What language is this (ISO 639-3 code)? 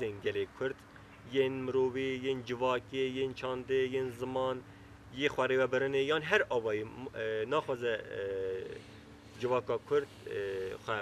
kur